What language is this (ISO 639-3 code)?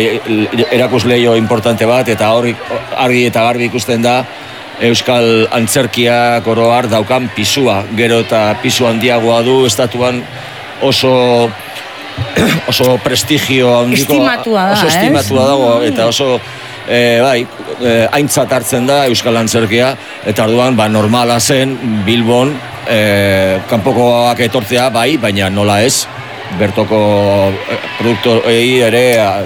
eus